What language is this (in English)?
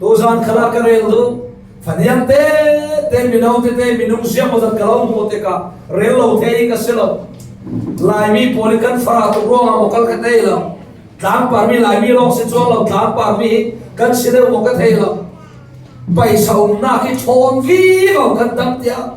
Falam Chin